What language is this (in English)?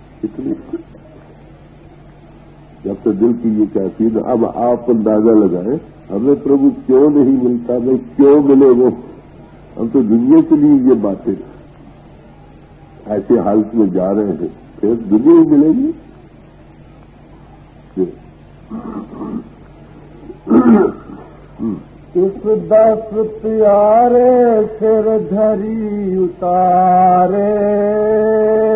Urdu